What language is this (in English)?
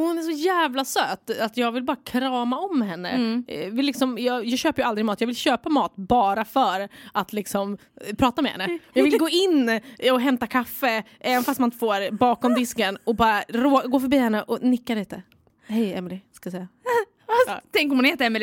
Swedish